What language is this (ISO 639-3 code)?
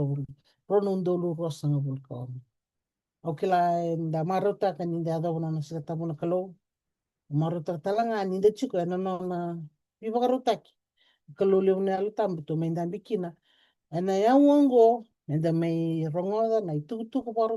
fij